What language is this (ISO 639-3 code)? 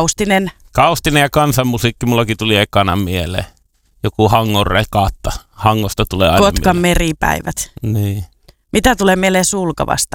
fin